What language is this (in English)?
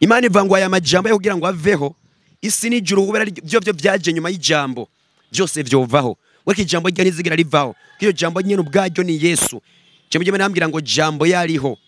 Rundi